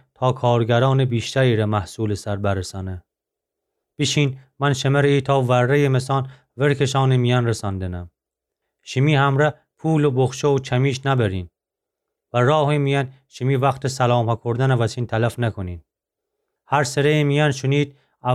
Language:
Gilaki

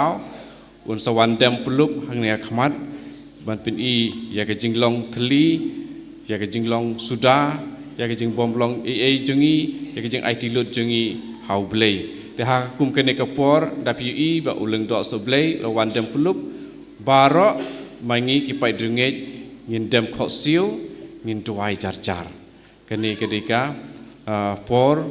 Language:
Khasi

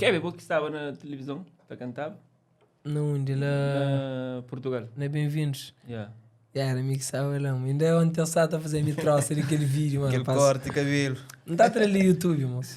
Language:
Kabuverdianu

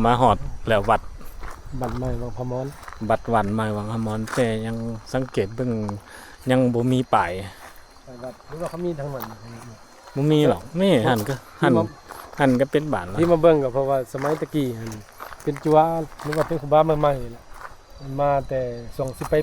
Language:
Lao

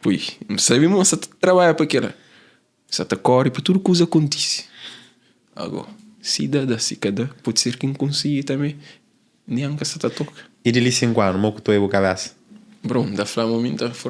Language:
Kabuverdianu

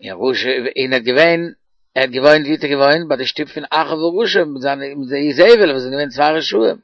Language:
Yiddish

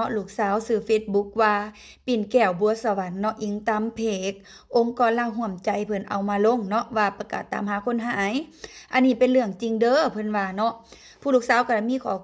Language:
Lao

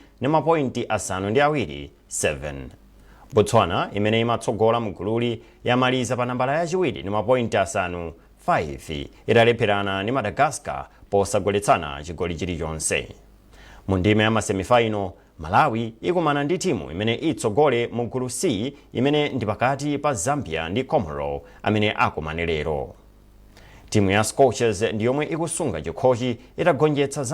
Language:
Nyanja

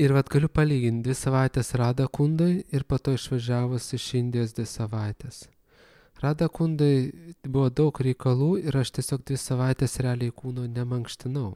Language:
Lithuanian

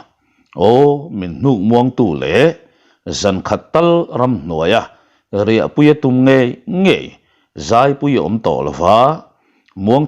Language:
Mizo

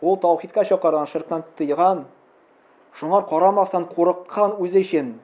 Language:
Tatar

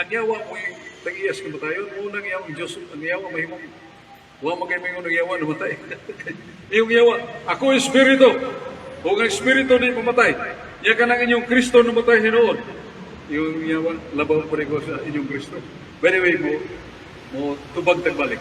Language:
Cebuano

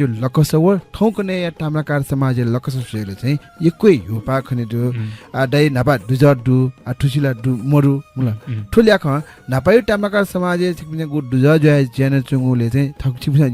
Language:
Newari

